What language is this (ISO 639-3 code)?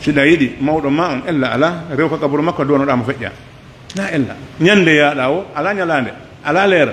fuf